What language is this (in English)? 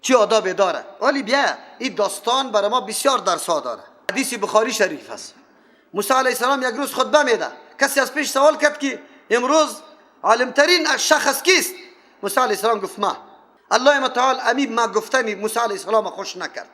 Persian